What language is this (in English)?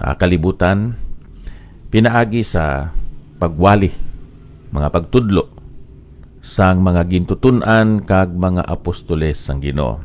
Hiligaynon